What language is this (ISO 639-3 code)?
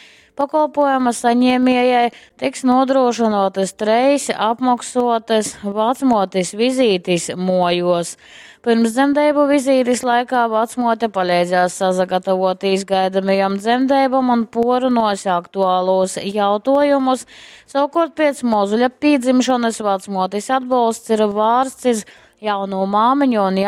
ltg